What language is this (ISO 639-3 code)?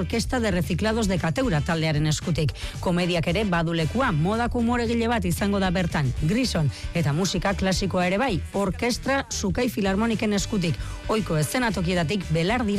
eus